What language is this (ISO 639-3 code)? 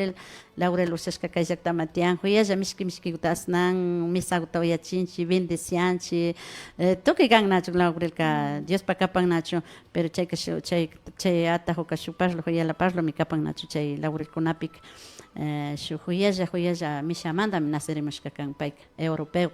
qvi